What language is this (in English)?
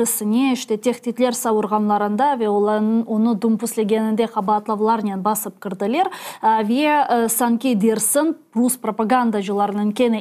Crimean Tatar